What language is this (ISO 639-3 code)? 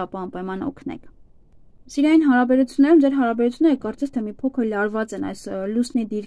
hye